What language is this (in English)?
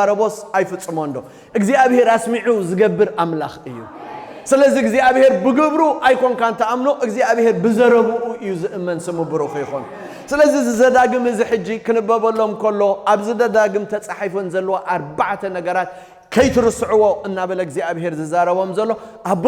Tigrinya